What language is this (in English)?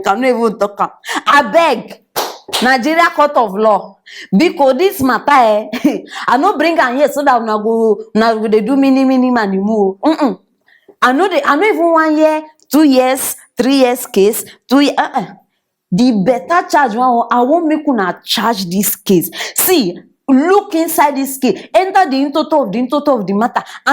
Nigerian Pidgin